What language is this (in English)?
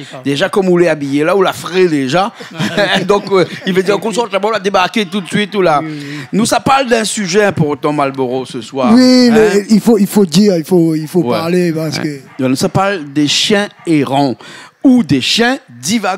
Réunion Creole French